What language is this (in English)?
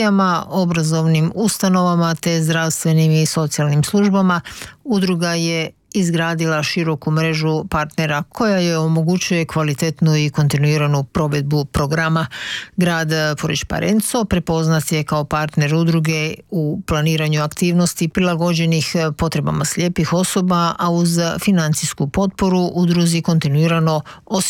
Croatian